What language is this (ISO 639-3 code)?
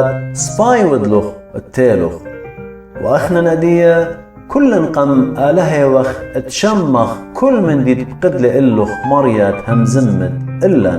aii